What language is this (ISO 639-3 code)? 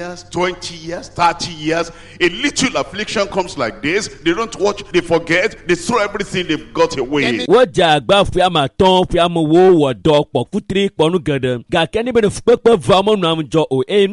ewe